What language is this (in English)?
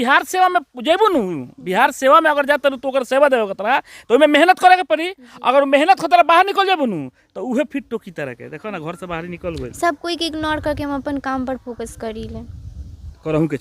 Bhojpuri